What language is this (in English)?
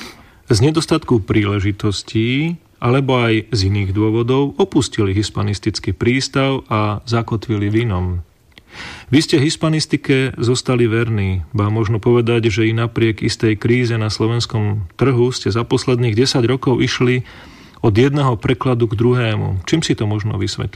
Slovak